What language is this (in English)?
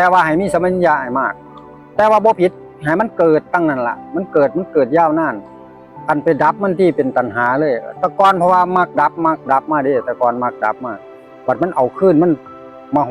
Northeastern Thai